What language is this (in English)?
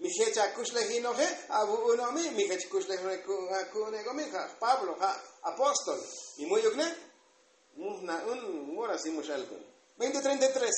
Tzotzil